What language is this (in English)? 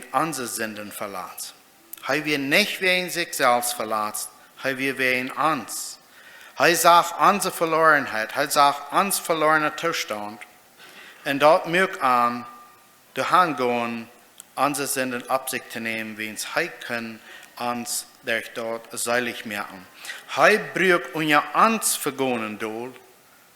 Plautdietsch